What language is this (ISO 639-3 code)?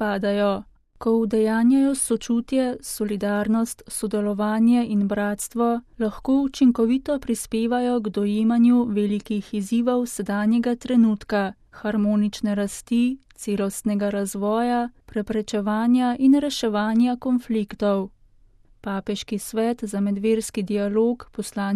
slv